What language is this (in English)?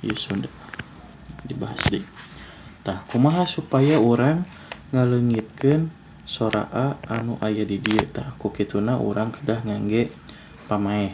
Sundanese